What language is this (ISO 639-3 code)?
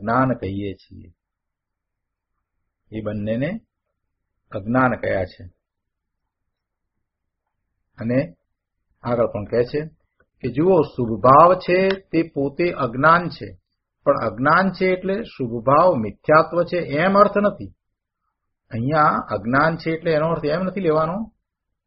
guj